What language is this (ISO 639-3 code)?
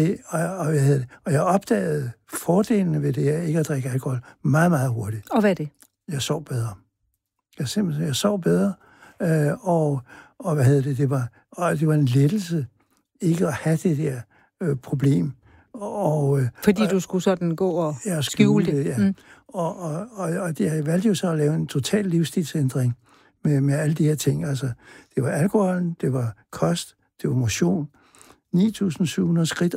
dan